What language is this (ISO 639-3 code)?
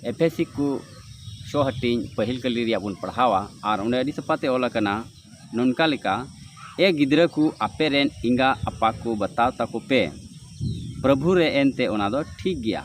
sat